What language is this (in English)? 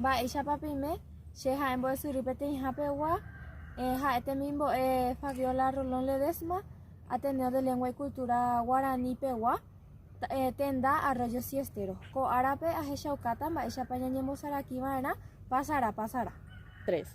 Guarani